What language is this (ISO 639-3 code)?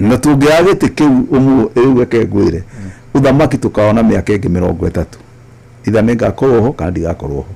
kik